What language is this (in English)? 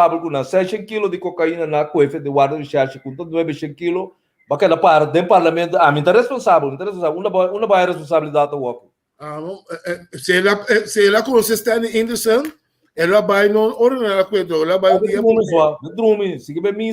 Papiamento